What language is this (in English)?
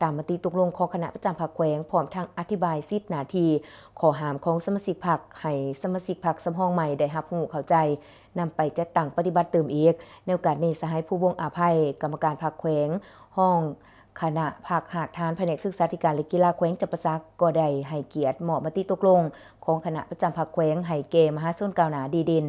Lao